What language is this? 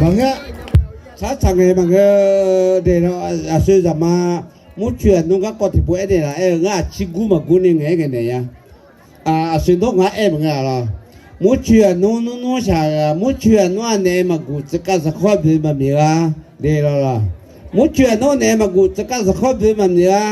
Akha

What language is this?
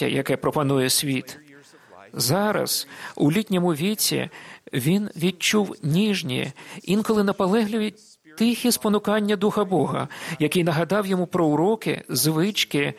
Ukrainian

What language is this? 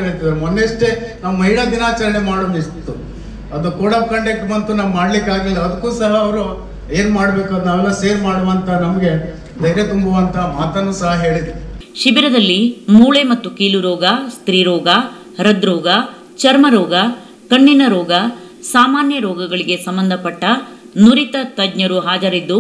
Kannada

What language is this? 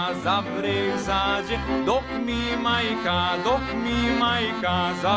Serbian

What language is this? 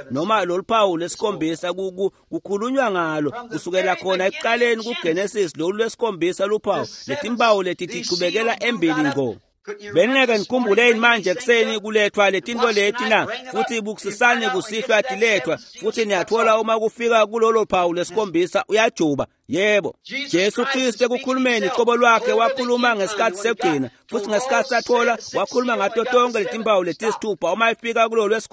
Swati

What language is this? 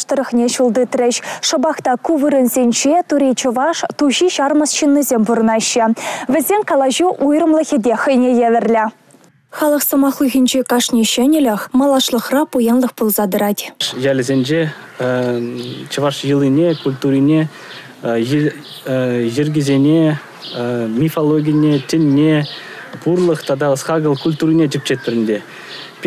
Chuvash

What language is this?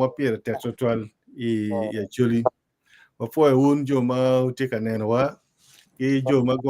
Acoli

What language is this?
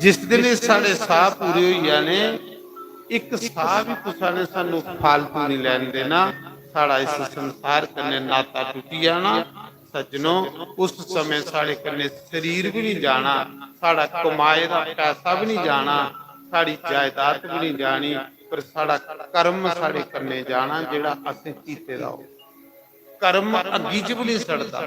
Dogri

